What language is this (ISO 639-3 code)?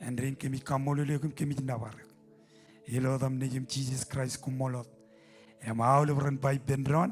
mah